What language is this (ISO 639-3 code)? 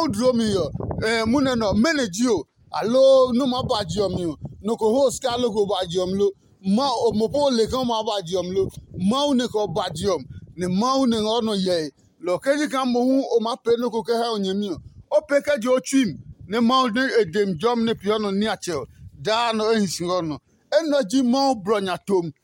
ada